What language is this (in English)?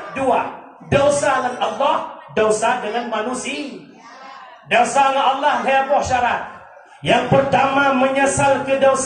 Achinese